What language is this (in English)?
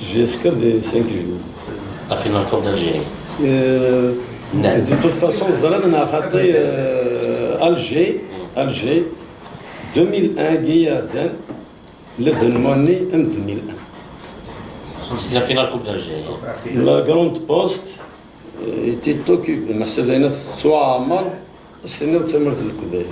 Kabyle